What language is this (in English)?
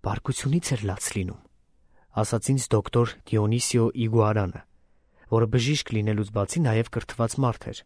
Armenian